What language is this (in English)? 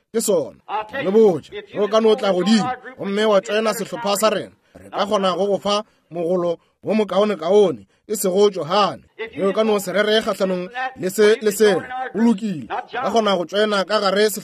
Northern Sotho